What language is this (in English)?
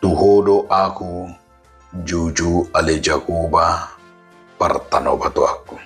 Batak Toba